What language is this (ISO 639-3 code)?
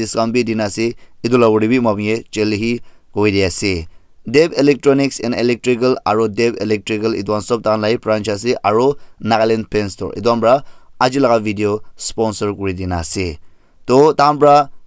nag